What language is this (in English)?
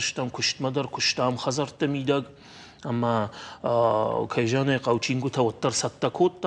Ossetic